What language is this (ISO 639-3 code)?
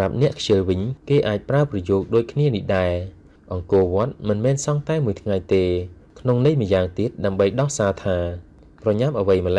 khm